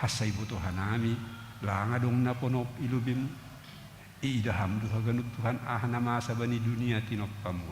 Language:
Batak Simalungun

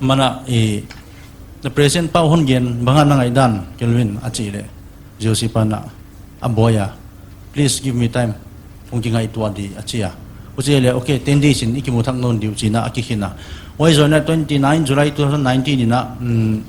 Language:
Paite Chin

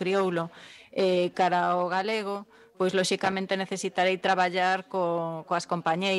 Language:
Galician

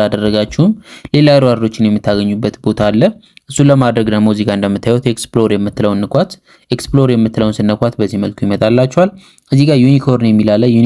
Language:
Amharic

